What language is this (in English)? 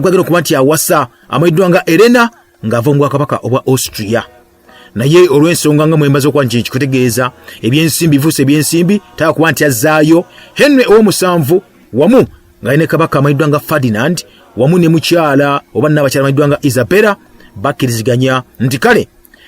Ganda